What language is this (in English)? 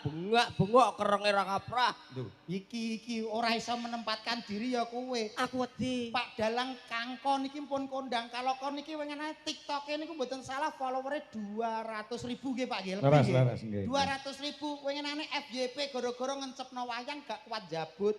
Javanese